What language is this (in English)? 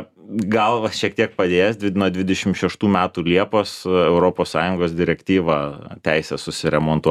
Lithuanian